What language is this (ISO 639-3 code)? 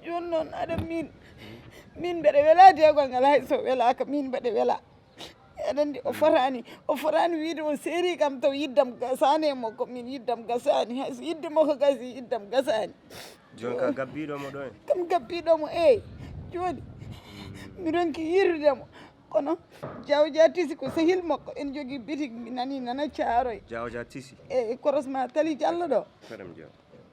ful